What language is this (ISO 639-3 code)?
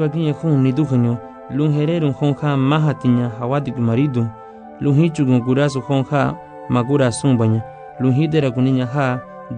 cab